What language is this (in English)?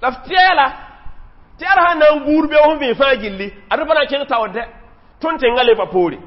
Mossi